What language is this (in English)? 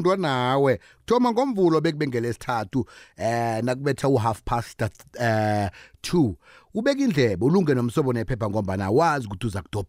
South Ndebele